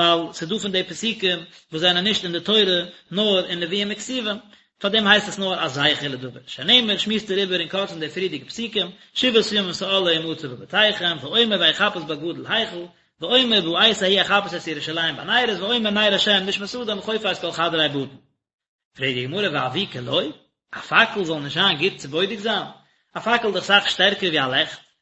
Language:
Yiddish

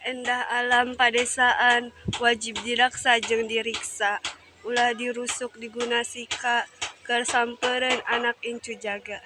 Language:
Sundanese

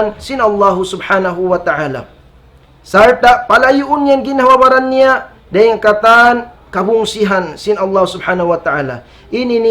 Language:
Tausug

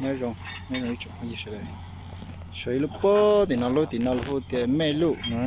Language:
Hmong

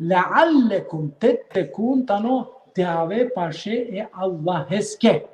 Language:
Balkan Romani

